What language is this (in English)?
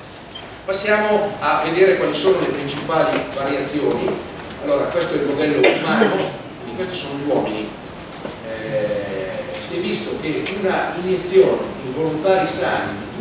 Italian